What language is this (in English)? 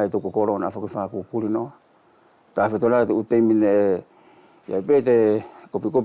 Wallisian